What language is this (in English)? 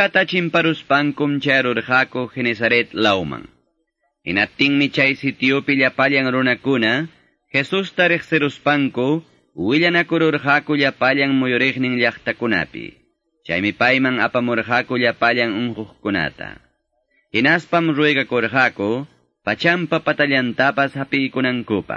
Quechua